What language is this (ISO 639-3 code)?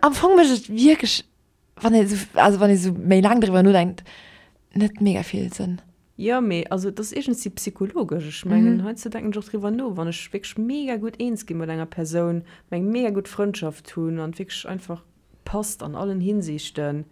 ltz